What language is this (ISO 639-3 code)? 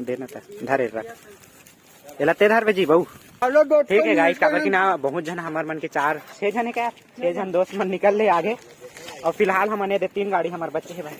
hne